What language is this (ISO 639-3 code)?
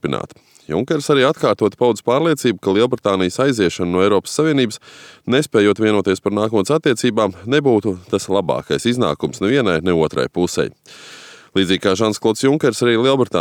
lav